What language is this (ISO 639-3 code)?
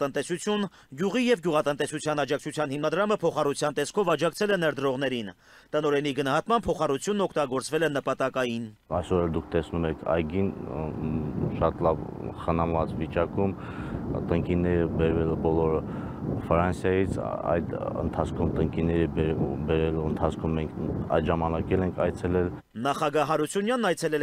hye